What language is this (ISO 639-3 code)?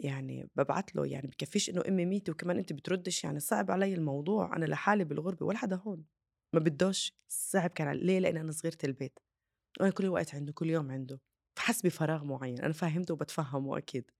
apc